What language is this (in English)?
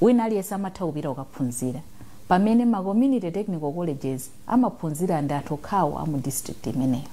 Nyanja